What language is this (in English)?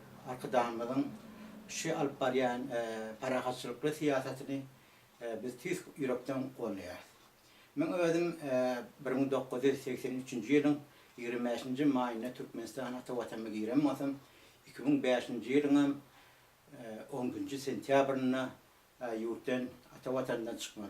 Turkmen